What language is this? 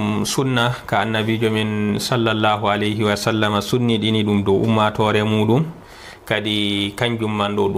Fula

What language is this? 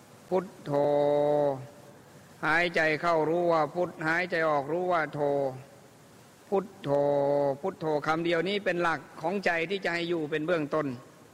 Thai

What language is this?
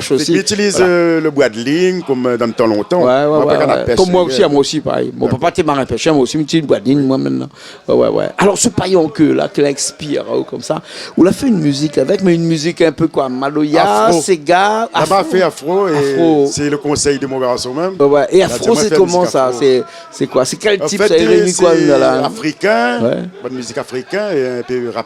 Réunion Creole French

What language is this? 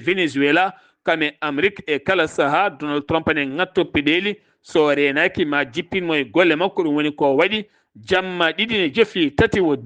Fula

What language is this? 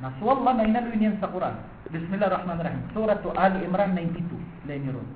Maranao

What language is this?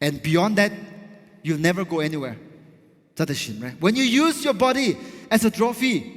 Tangkhul Naga (India)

